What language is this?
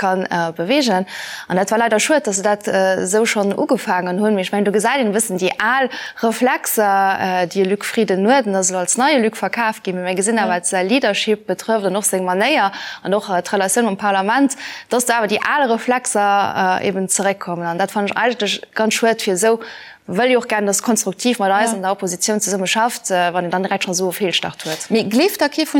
Luxembourgish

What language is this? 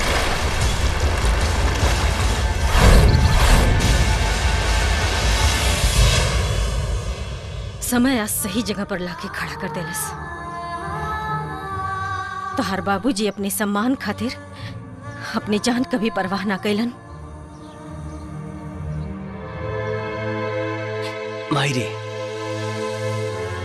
Bhojpuri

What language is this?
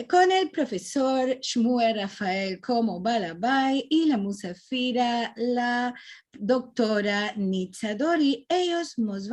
Ladino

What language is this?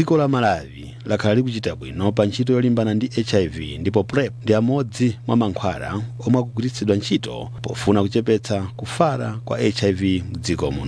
Nyanja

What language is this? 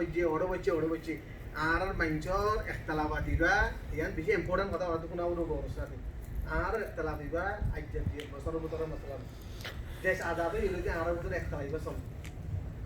Rohingya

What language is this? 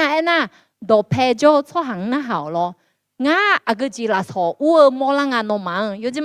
Akha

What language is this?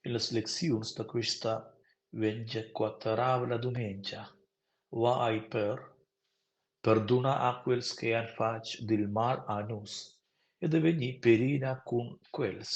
Romansh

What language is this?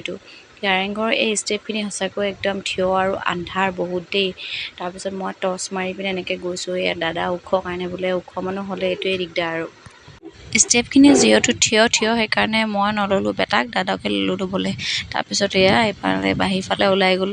Assamese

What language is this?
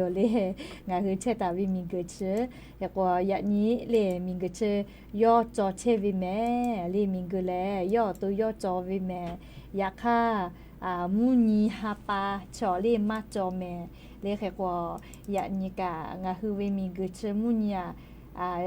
Lahu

